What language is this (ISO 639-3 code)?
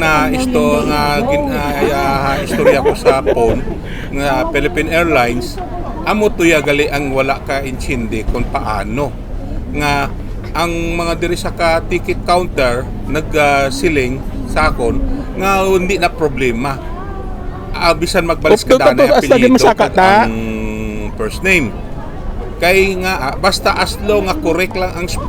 hil